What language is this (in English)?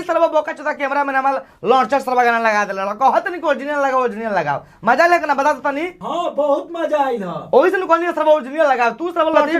Bhojpuri